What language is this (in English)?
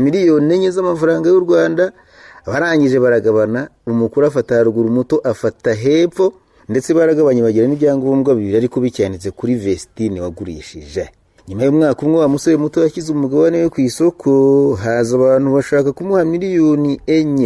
Kinyarwanda